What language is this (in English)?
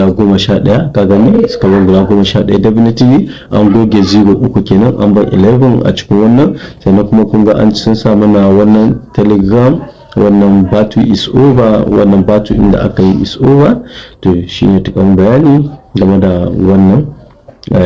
Hausa